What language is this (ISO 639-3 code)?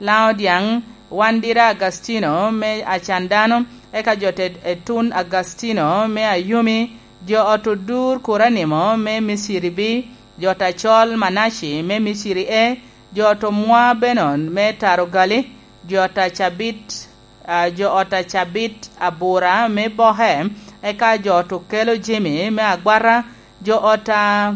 laj